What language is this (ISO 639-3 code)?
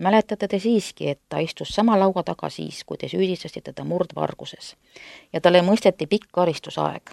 est